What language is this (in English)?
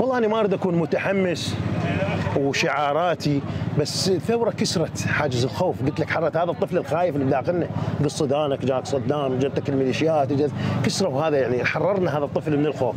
Mesopotamian Arabic